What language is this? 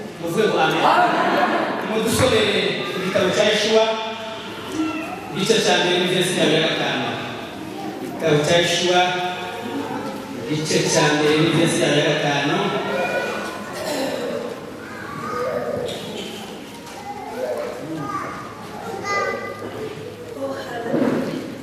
Kinyarwanda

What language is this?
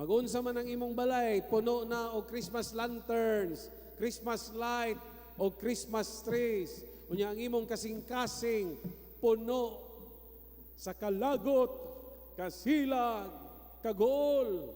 Cebuano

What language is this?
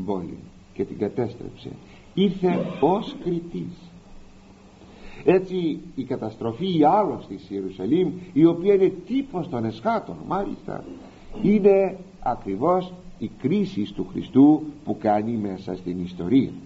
Greek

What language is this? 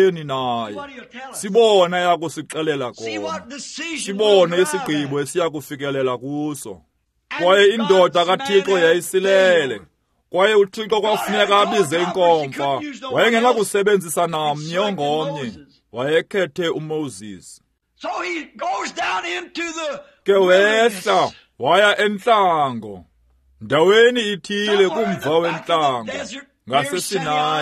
Xhosa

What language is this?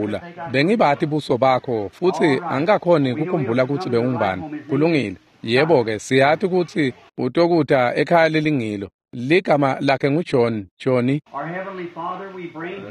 Swati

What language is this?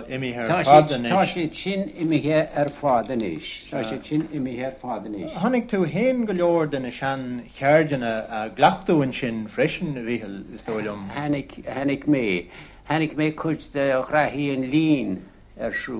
Irish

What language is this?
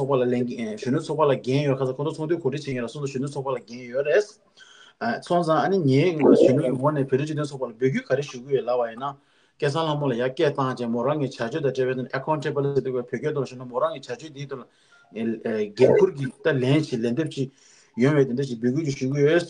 Tibetan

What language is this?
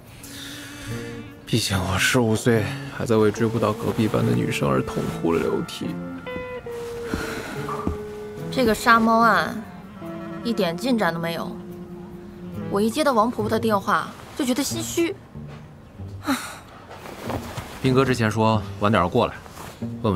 Chinese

